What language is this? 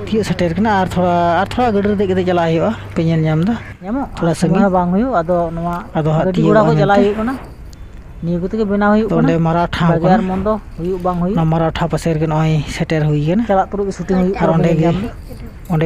Santali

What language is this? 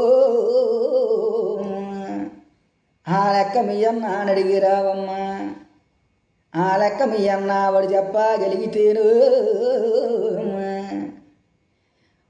Telugu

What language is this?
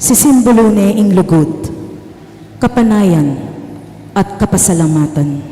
Pampanga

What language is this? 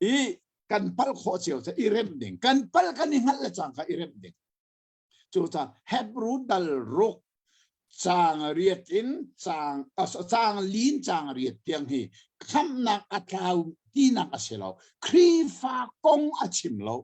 Hakha Chin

